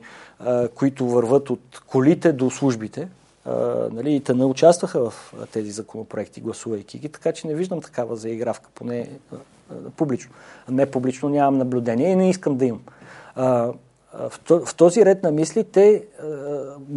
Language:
Bulgarian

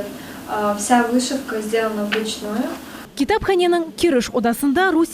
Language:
Crimean Tatar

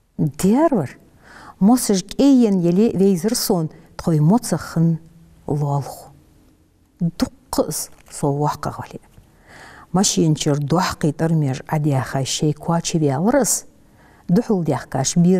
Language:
Ingush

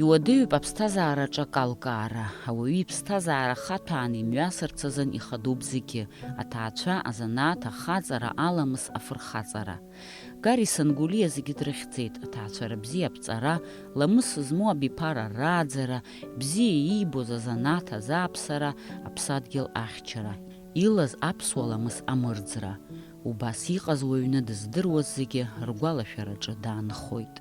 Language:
Abkhazian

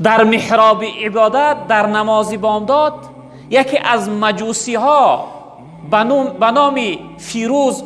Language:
Tajik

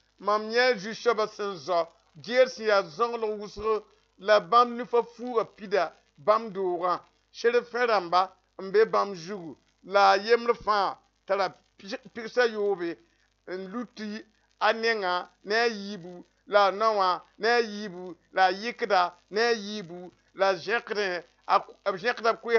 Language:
Mossi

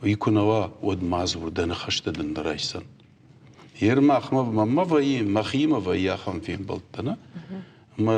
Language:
Ossetic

